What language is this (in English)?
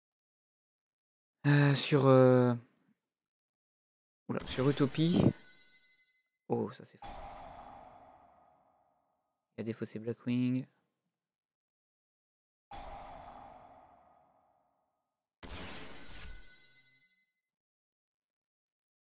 French